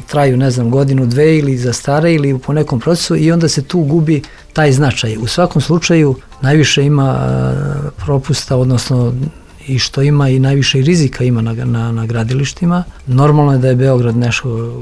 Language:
Serbian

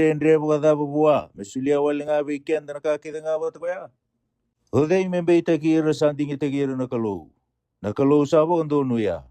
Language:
Fijian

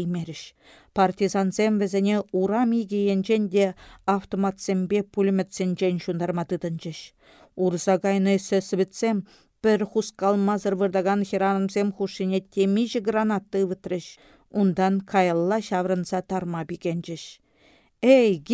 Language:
Chuvash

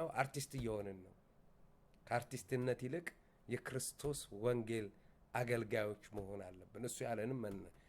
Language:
Amharic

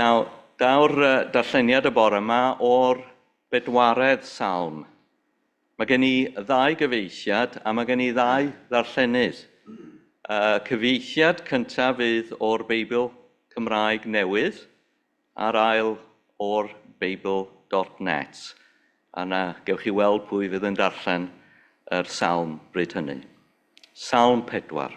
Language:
Welsh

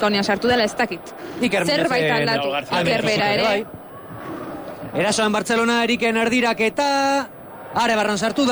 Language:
Basque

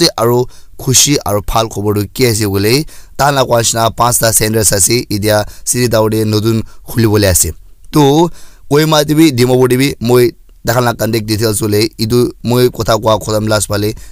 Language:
Naga Pidgin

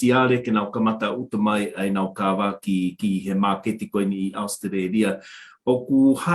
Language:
Tongan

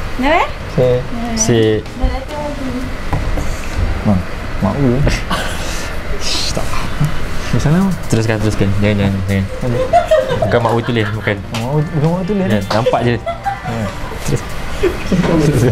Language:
Malay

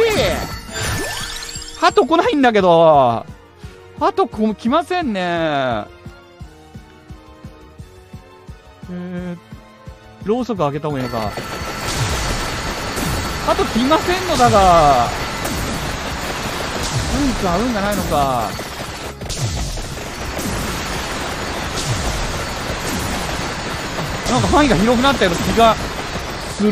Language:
Japanese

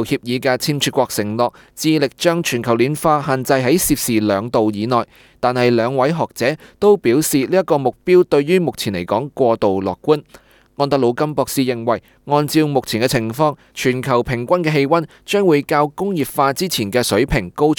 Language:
Cantonese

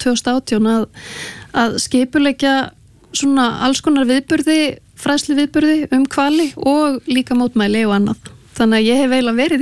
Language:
Icelandic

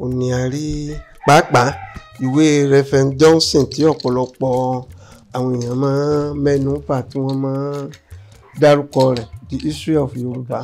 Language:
Yoruba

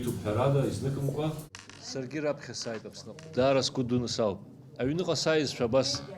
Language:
Abkhazian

